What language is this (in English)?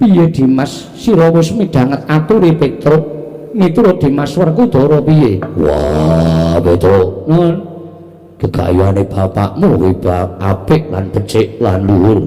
Javanese